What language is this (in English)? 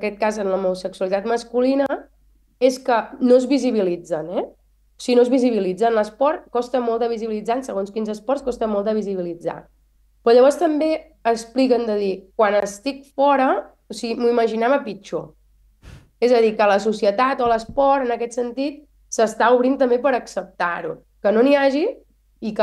Catalan